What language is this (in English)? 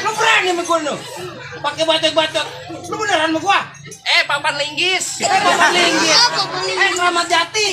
Betawi